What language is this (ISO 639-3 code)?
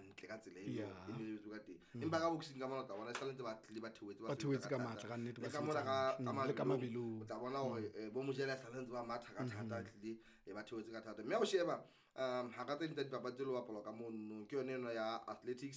sot